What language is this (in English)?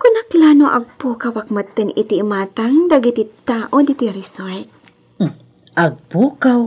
Iloko